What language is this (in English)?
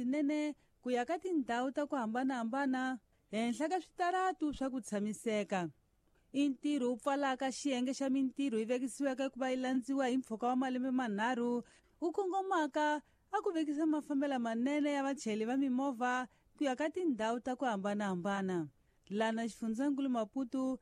Tsonga